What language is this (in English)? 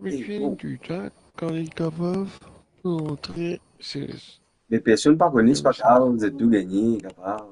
Morisyen